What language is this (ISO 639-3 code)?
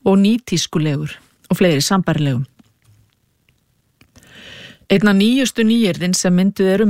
isl